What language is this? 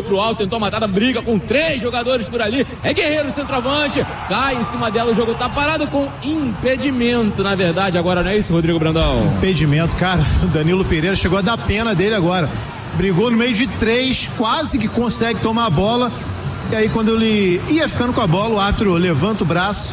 Portuguese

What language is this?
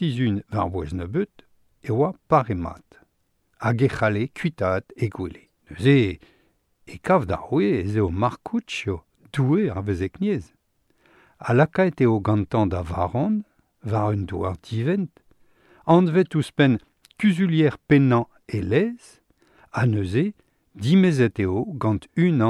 Breton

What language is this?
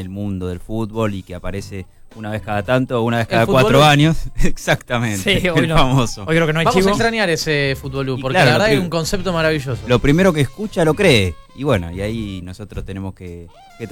Spanish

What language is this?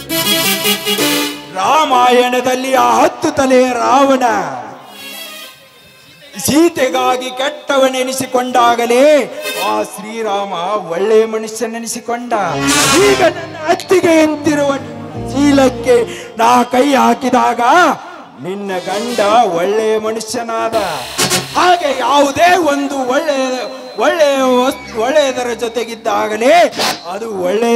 Kannada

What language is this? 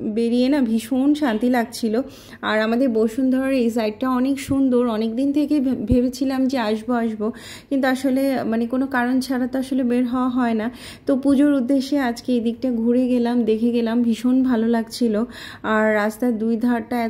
Bangla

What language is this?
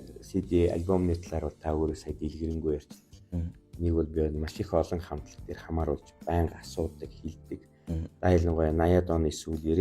Mongolian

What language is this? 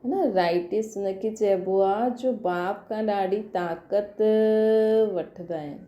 Sindhi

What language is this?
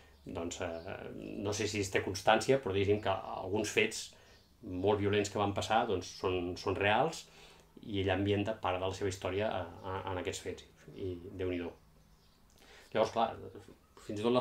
Catalan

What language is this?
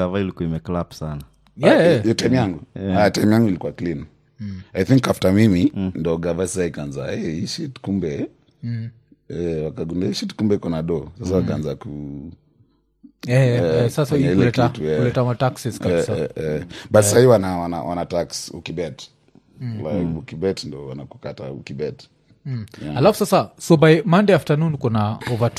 Swahili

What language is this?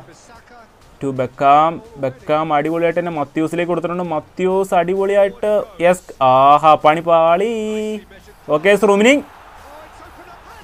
Malayalam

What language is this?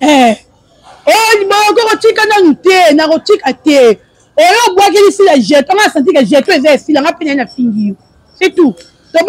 Lingala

